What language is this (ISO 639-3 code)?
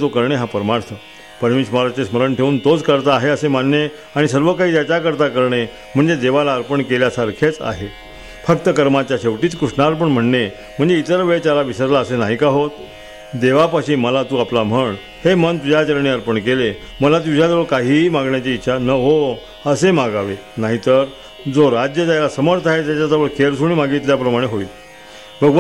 mar